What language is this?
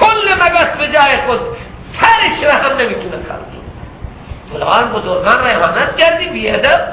Persian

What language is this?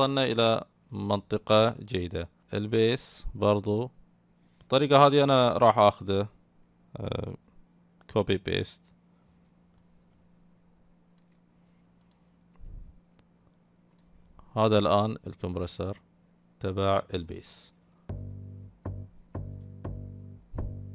Arabic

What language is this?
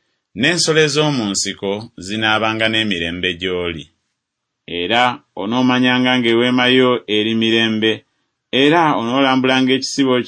Ganda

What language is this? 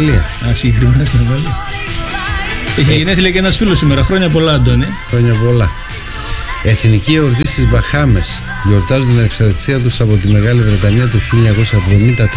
Greek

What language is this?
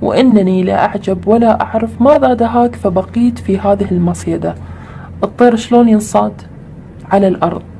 Arabic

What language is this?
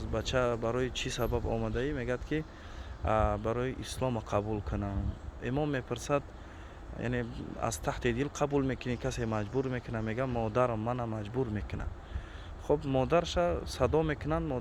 Tajik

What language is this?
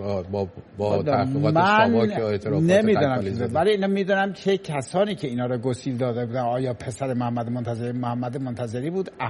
Persian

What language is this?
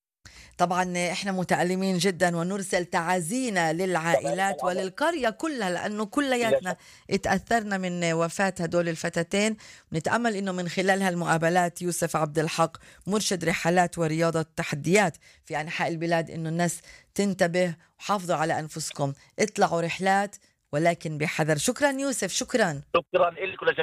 North Levantine Arabic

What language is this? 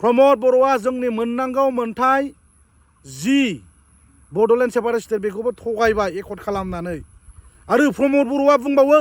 Bodo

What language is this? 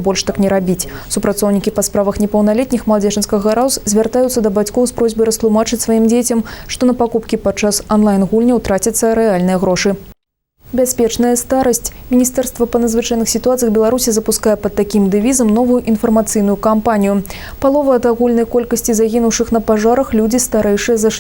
Belarusian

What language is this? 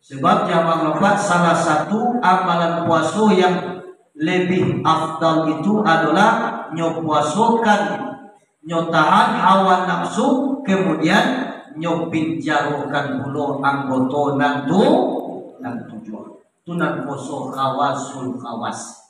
Minangkabau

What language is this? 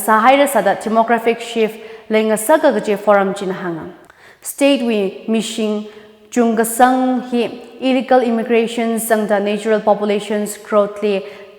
Tangkhul Naga (India)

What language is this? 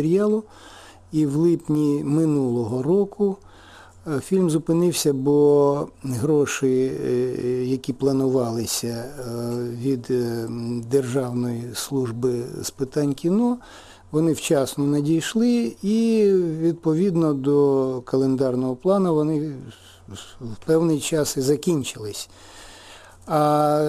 Ukrainian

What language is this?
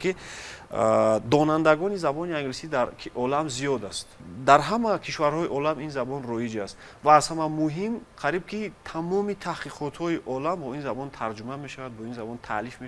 Tajik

